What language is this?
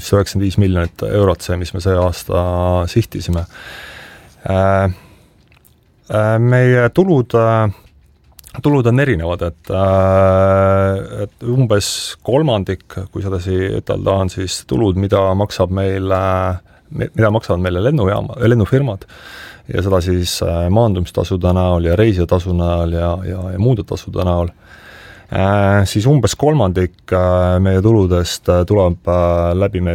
Estonian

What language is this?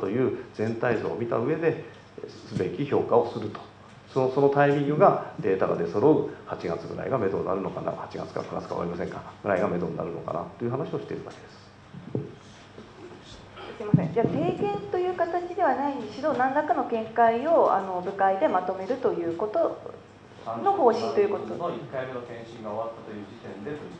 Japanese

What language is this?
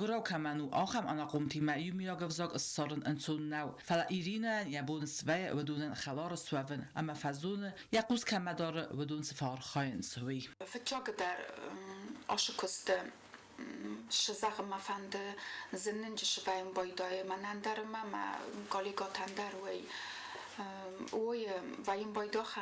Ossetic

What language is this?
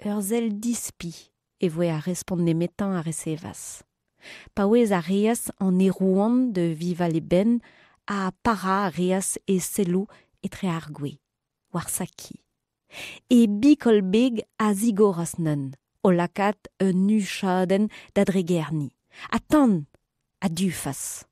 Breton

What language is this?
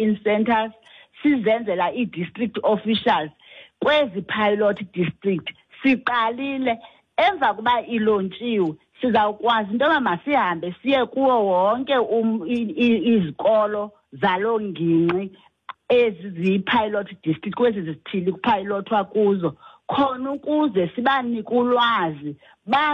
Xhosa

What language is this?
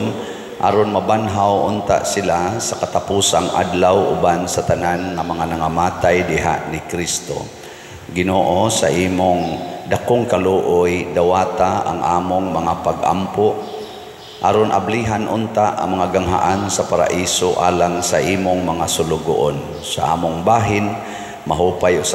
Cebuano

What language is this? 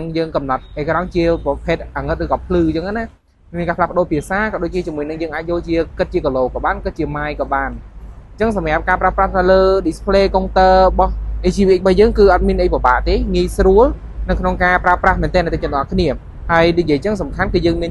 Khmer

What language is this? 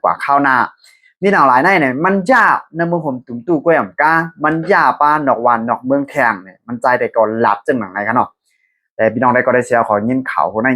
Shan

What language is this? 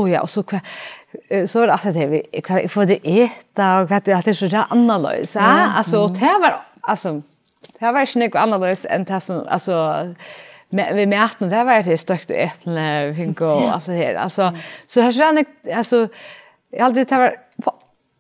Faroese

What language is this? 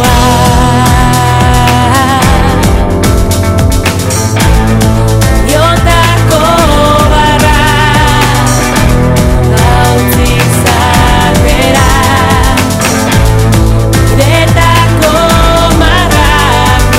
Basque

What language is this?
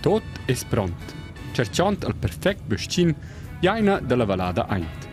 Romansh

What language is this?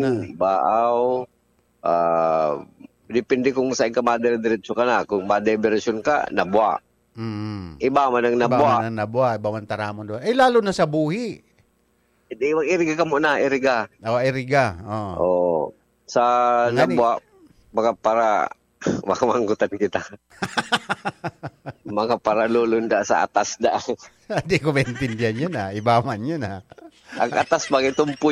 Bikol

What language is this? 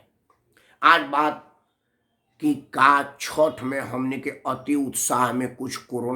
Bhojpuri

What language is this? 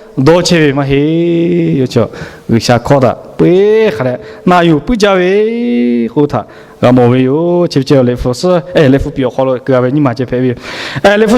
Lahu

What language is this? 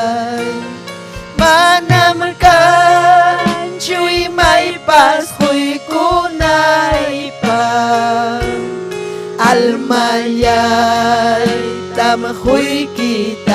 Ayacucho Quechua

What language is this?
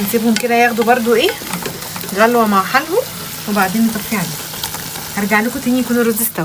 Egyptian Arabic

